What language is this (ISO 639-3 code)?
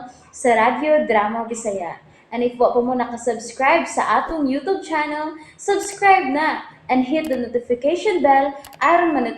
ceb